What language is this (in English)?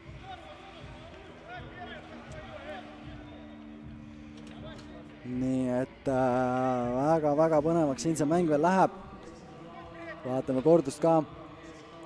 Estonian